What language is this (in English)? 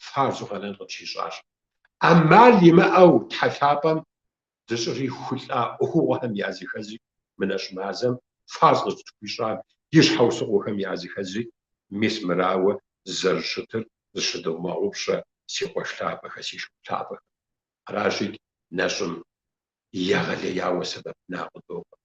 Kabardian